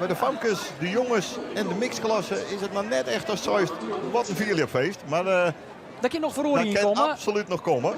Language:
Western Frisian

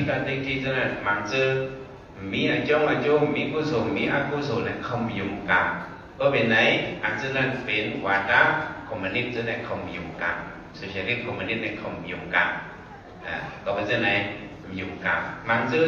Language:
Shan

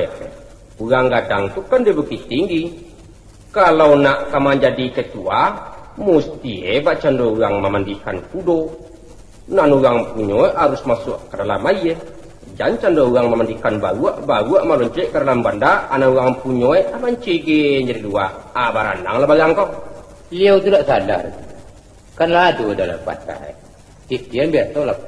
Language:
Minangkabau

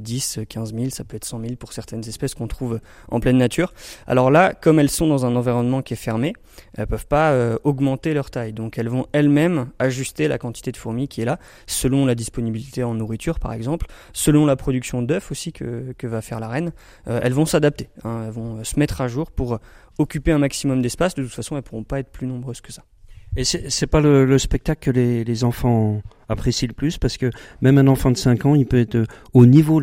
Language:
French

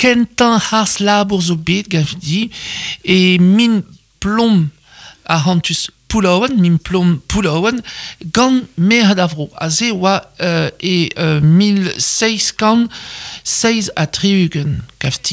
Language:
Breton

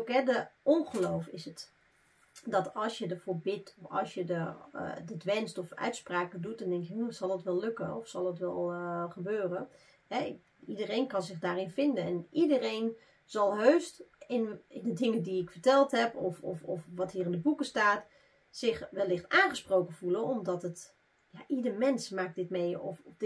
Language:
Dutch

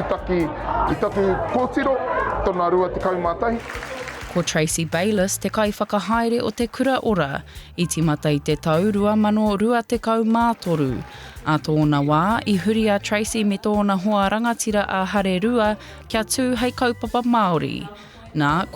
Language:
Māori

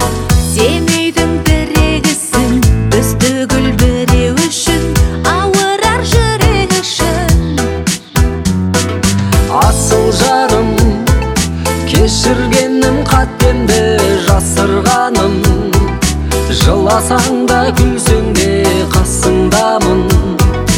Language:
Kazakh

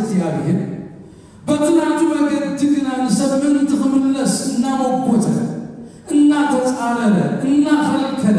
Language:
Tigrinya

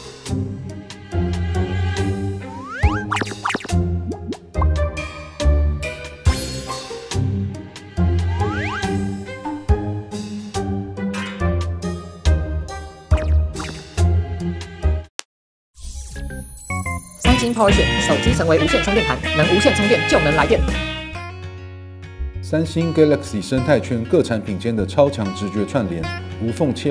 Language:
Chinese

